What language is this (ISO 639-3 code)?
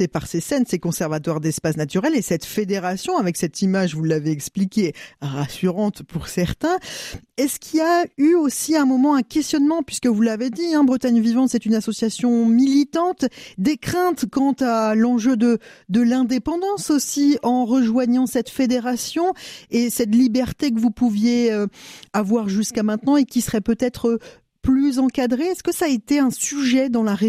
fra